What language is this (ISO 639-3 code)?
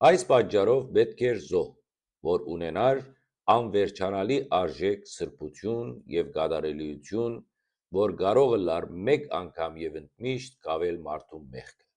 hyw